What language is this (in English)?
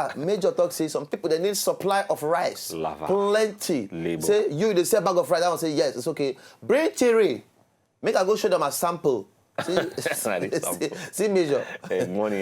Nigerian Pidgin